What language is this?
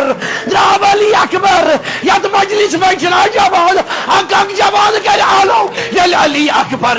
Kashmiri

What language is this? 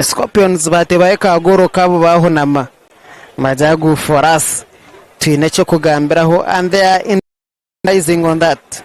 Nyankole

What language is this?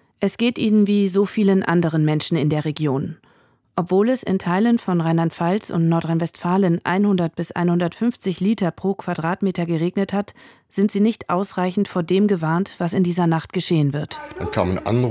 German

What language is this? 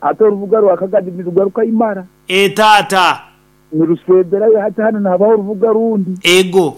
Nyankole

